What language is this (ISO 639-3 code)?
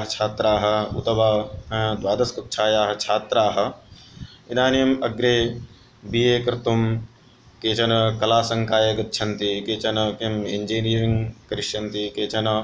san